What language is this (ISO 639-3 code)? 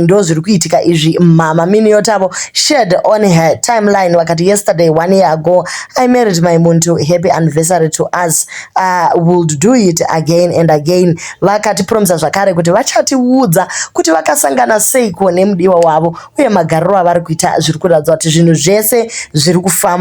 sna